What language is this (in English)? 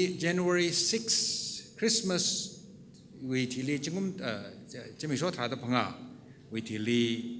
Tangkhul Naga (India)